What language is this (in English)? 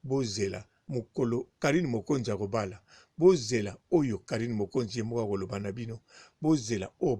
Lingala